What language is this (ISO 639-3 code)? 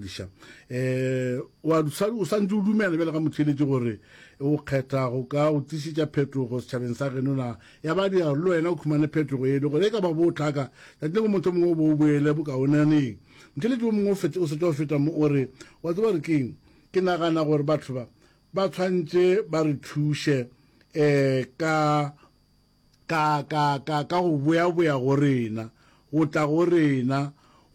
nso